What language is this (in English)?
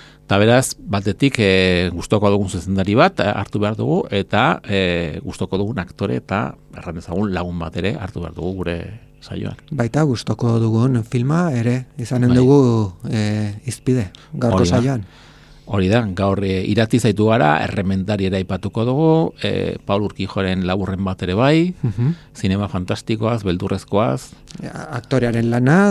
Basque